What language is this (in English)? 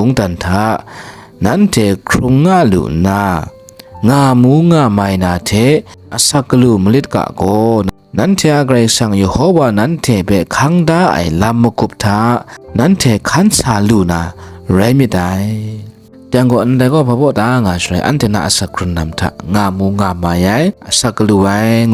Kachin